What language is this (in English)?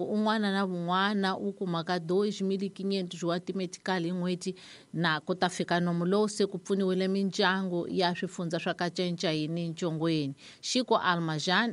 Tsonga